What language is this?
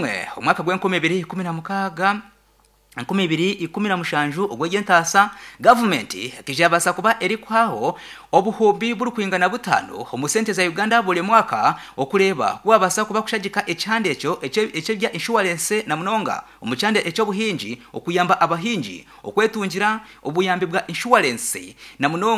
Nyankole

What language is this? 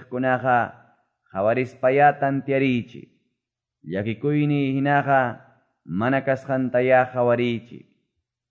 Quechua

